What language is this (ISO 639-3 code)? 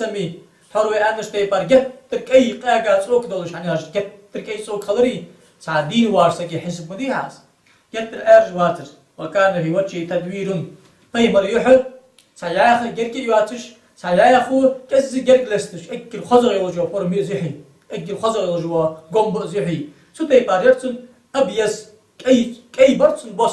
inh